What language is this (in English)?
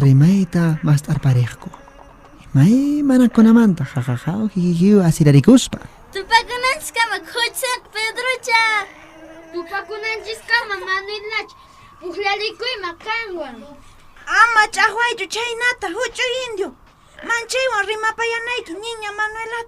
Quechua